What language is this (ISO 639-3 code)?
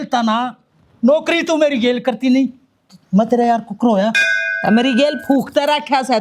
bgc